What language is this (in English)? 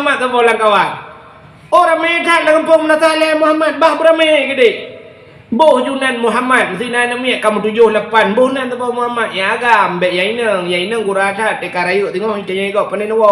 Achinese